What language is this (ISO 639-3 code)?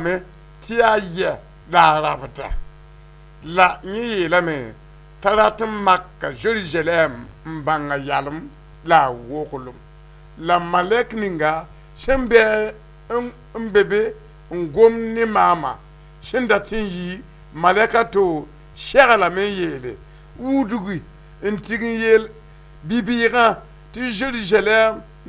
mos